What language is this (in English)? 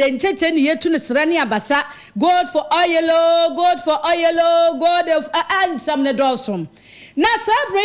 Akan